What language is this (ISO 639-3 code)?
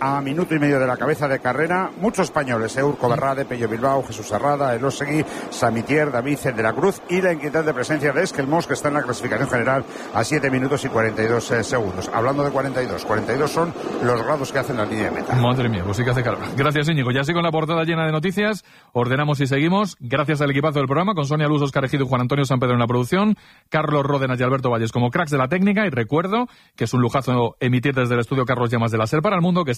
spa